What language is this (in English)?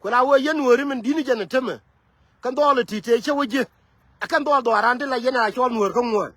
Nuer